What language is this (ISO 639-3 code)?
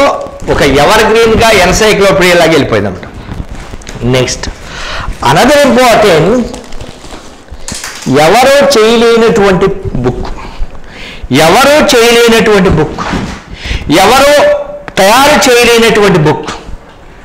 tel